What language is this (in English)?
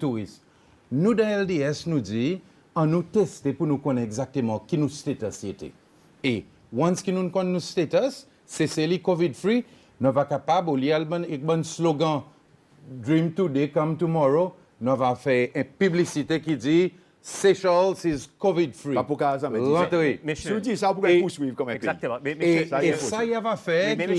Seselwa Creole French